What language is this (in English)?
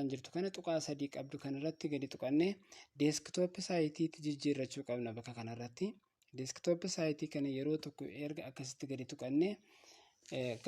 Oromo